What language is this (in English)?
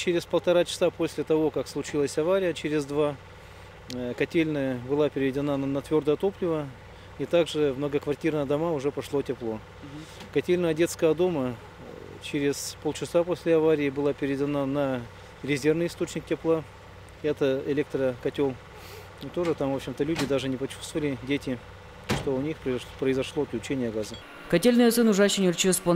Udmurt